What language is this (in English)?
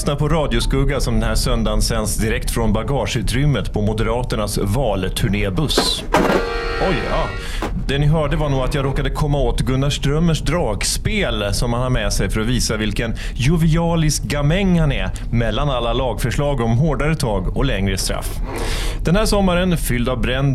Swedish